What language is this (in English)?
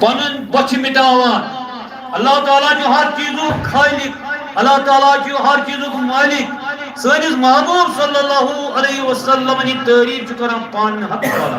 Kashmiri